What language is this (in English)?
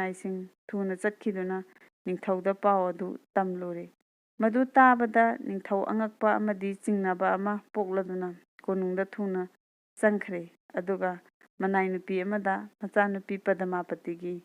Manipuri